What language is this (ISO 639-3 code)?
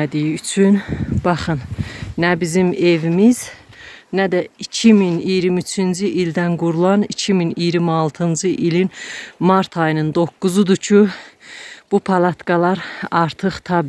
aze